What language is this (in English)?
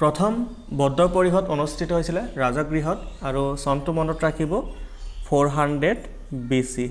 Assamese